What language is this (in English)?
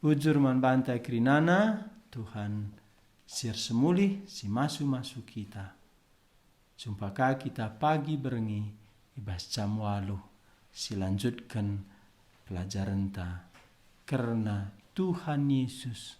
Batak Karo